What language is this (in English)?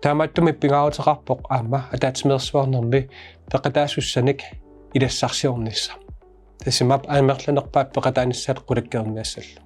Kalaallisut